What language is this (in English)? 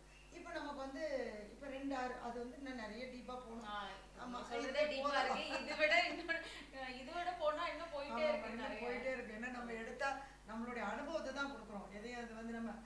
Tamil